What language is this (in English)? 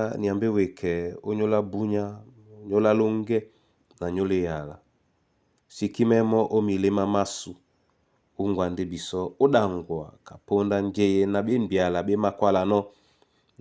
Duala